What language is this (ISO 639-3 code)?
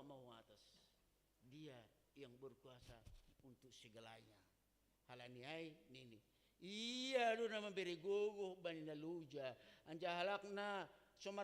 bts